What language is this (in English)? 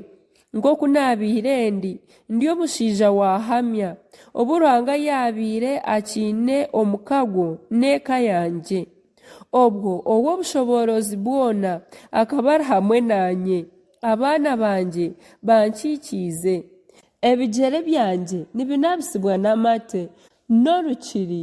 Nyankole